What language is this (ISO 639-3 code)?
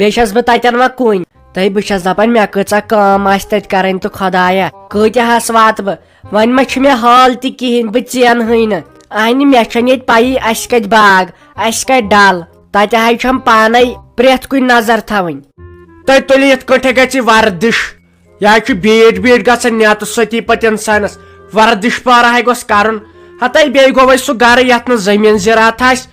kas